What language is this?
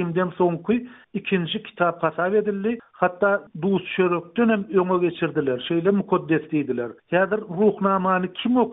Turkmen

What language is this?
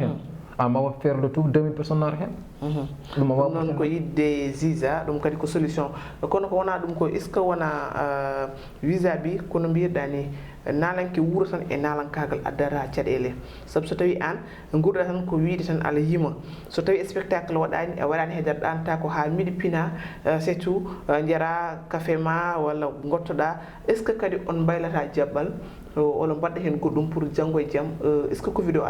Fula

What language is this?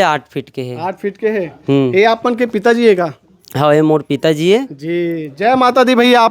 Chhattisgarhi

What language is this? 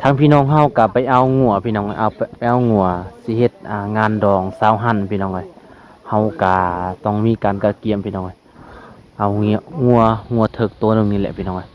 Lao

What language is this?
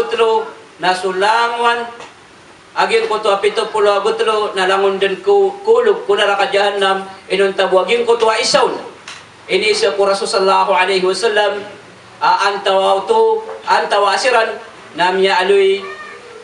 Maranao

